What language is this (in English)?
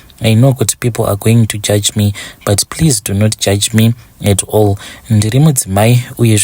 Shona